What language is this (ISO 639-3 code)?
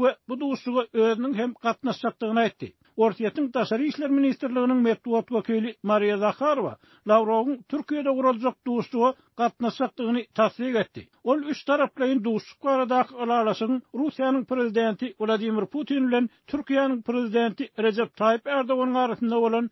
tuk